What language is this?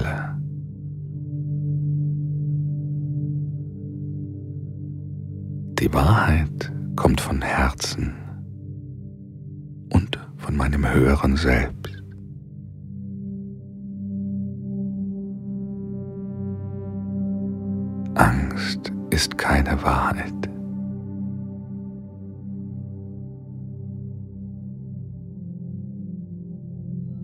German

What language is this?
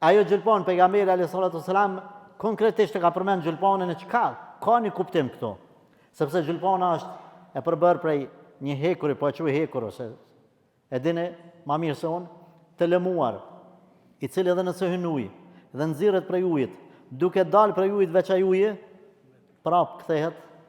Albanian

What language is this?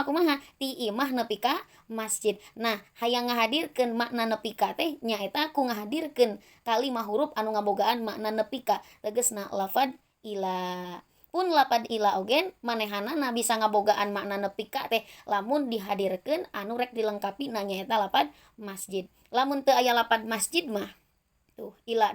Sundanese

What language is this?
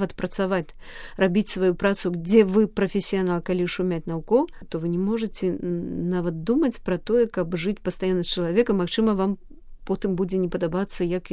Belarusian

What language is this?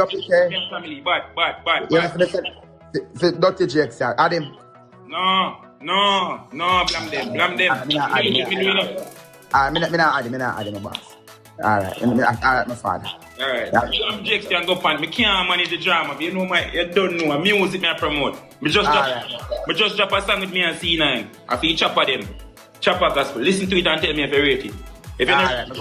Jamaican Creole English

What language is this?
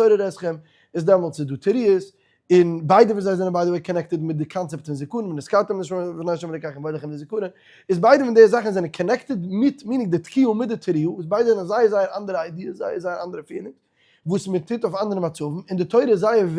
Yiddish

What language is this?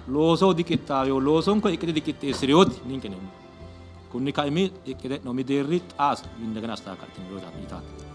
Sidamo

